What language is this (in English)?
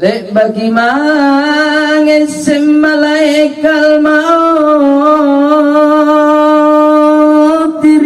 Makasar